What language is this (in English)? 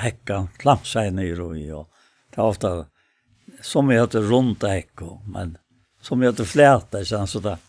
Faroese